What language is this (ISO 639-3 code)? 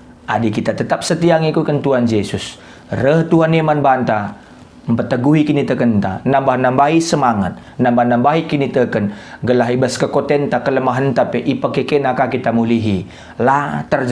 btx